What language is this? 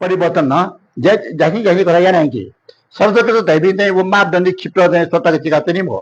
Newari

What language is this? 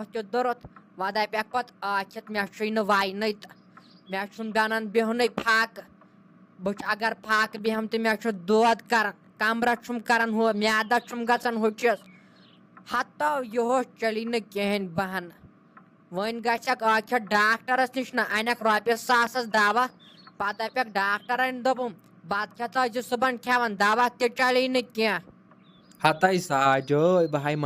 Kashmiri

